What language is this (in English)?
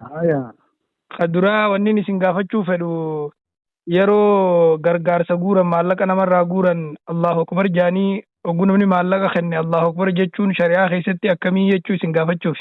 Oromo